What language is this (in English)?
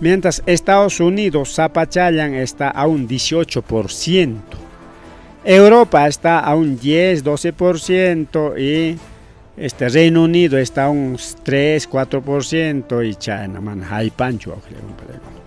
Ayacucho Quechua